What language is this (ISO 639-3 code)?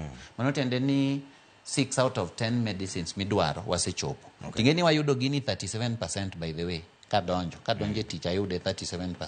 luo